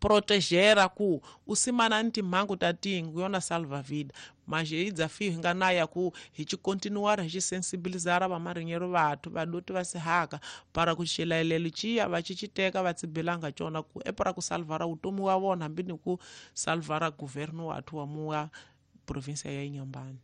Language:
Tsonga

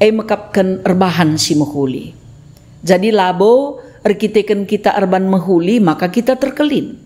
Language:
Batak Karo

